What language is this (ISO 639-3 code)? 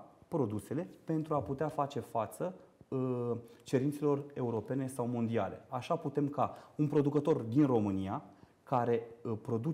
ron